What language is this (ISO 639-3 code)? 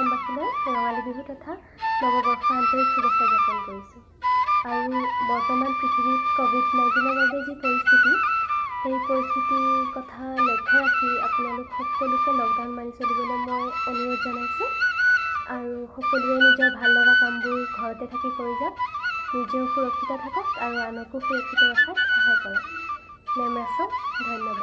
asm